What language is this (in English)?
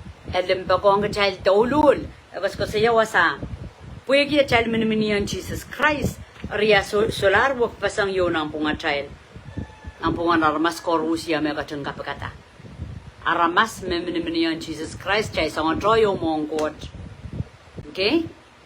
Pohnpeian